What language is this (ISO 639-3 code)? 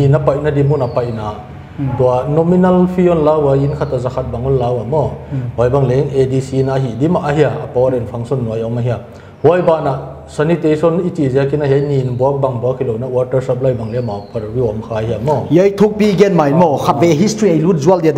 pck